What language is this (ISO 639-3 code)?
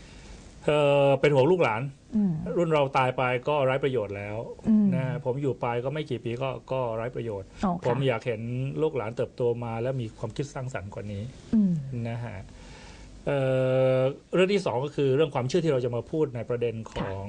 tha